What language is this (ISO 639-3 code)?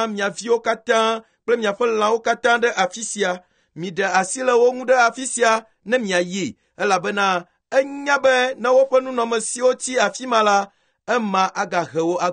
ewe